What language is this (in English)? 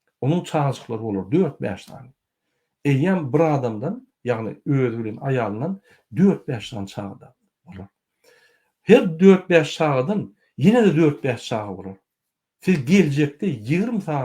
Turkmen